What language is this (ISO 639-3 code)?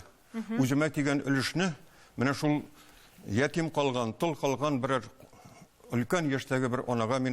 tat